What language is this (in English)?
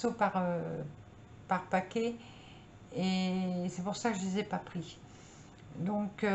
French